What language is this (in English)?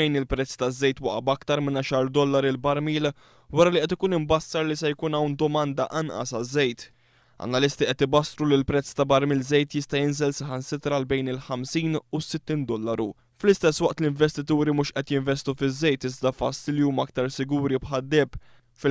Maltese